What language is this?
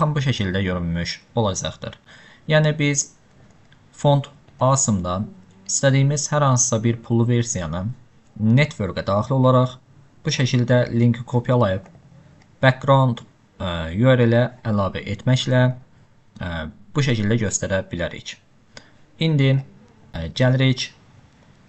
Azerbaijani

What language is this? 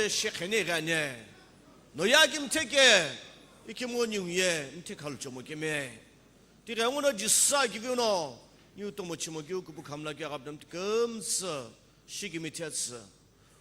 Sumi Naga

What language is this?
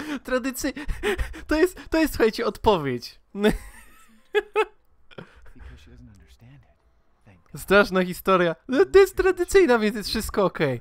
Polish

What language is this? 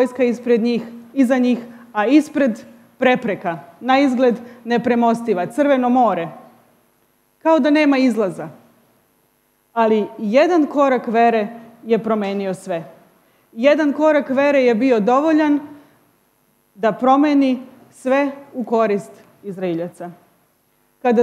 Serbian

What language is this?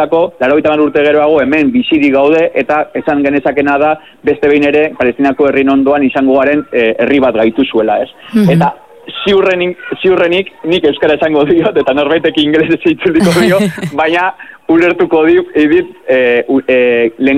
Basque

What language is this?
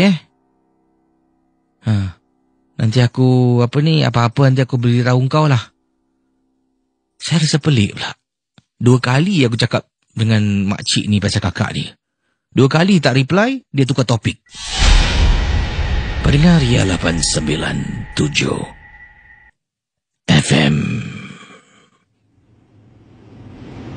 Malay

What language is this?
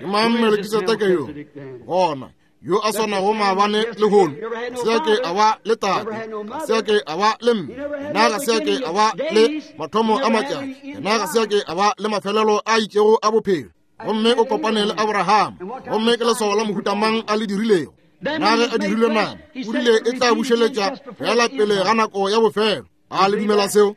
Northern Sotho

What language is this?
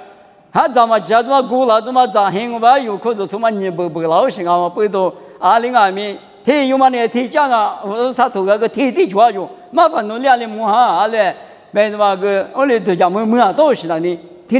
Lisu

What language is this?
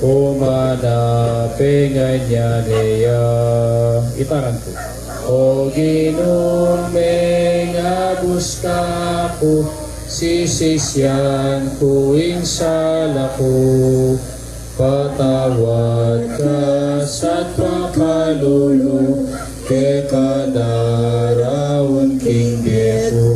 Pampanga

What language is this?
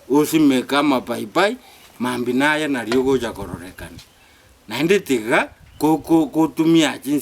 Gusii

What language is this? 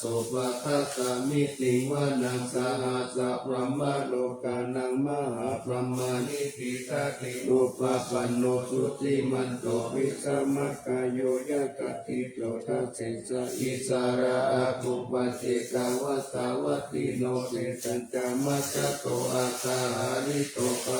Pali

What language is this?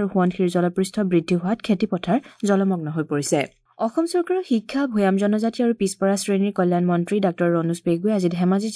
Assamese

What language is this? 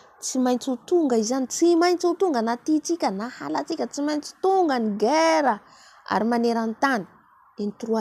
Malagasy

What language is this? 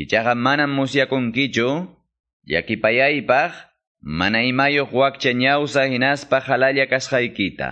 Quechua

